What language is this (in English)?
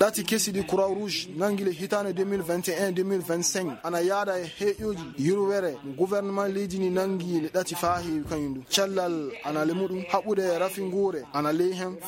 Fula